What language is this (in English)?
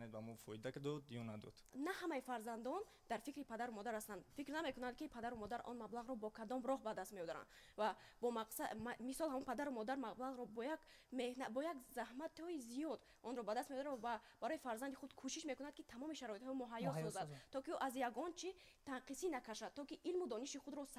Tajik